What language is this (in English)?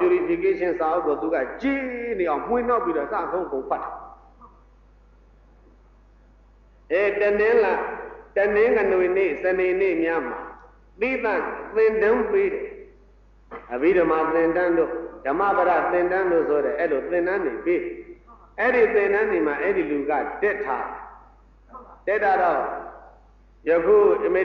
Burmese